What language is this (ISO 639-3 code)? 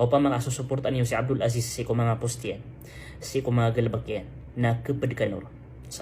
mrw